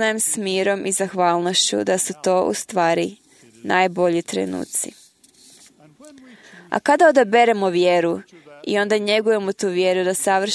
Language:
Croatian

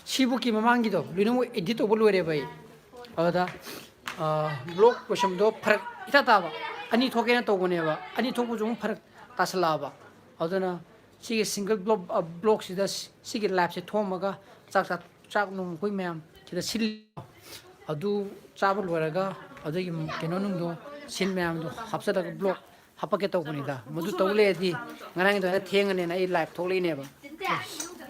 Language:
Manipuri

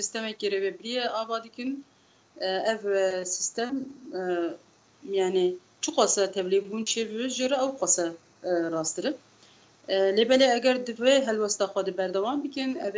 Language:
Kurdish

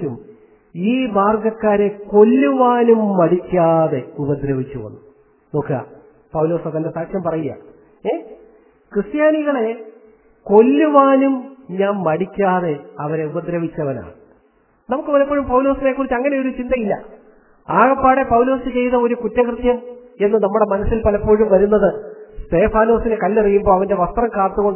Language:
Malayalam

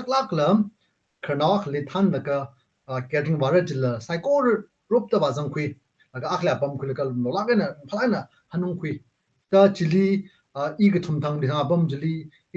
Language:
Tangkhul Naga (India)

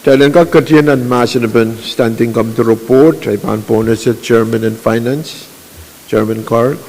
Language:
Pohnpeian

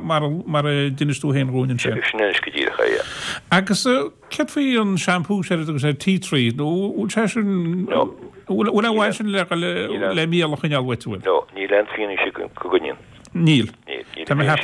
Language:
Irish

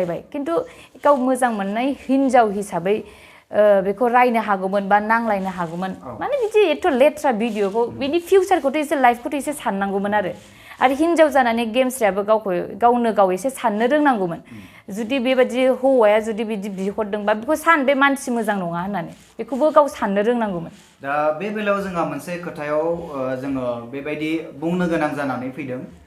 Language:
Bodo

